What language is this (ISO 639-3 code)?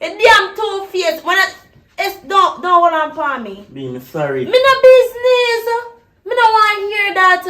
jam